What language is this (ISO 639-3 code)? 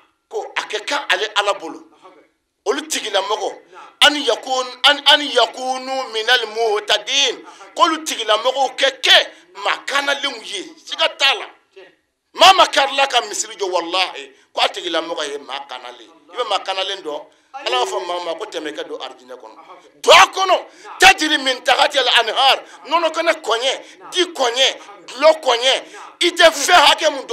bam